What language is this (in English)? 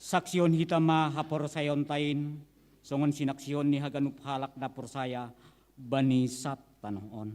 Batak Simalungun